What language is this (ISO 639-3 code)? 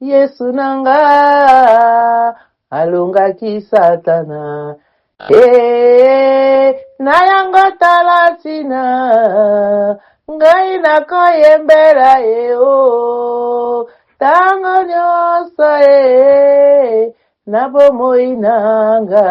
lin